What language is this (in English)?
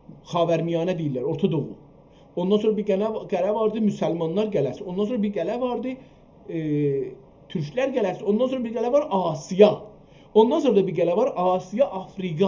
South Azerbaijani